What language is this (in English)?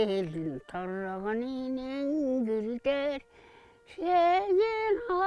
Mongolian